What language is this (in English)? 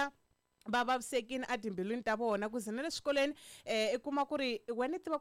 Tsonga